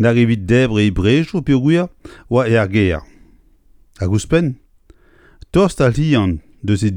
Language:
Breton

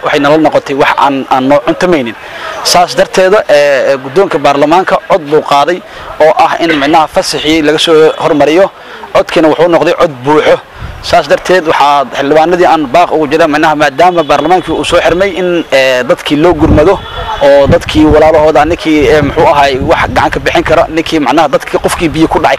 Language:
Somali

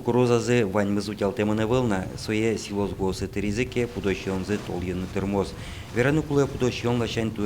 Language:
Udmurt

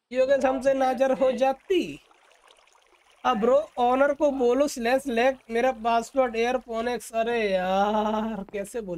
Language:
Hindi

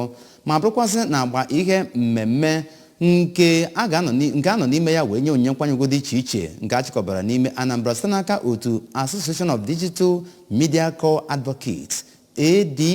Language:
Igbo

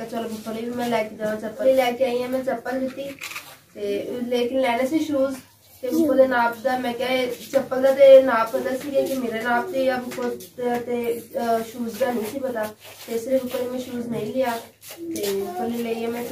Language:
Punjabi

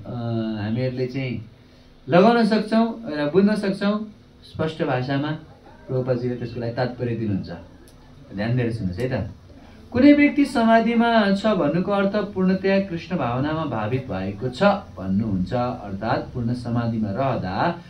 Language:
Nepali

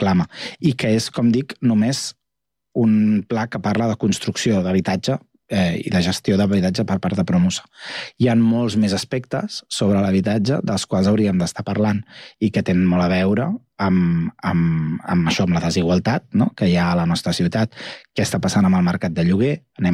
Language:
Catalan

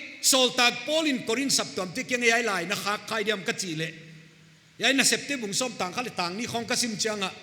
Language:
Paite Chin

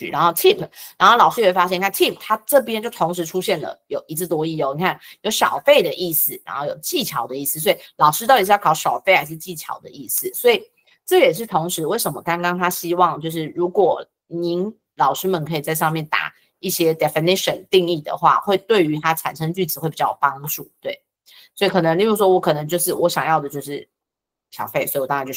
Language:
Chinese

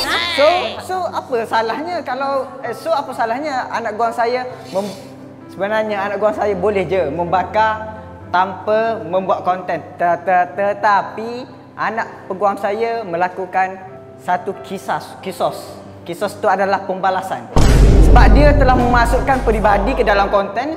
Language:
Malay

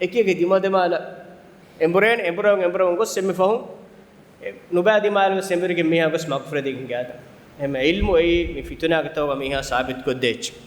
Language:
Divehi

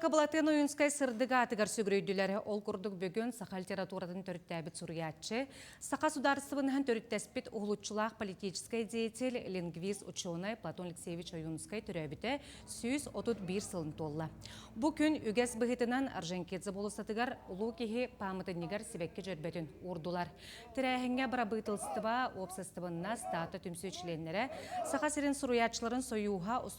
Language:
Yakut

